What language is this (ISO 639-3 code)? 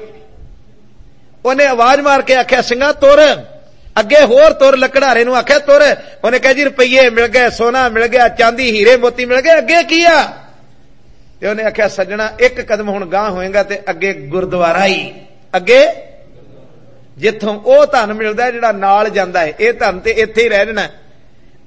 pan